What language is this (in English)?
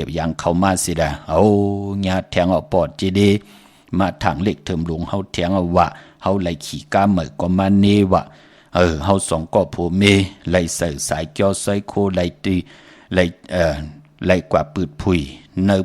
Shan